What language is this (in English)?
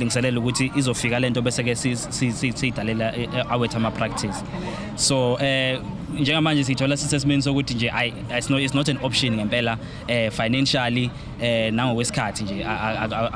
Zulu